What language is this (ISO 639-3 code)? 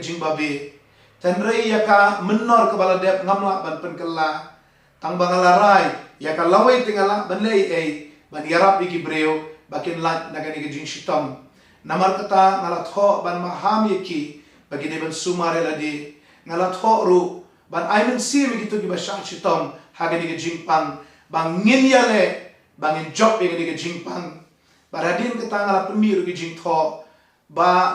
kha